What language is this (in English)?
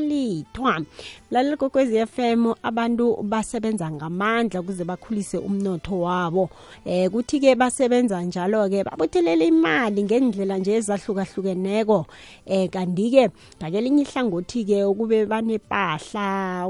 South Ndebele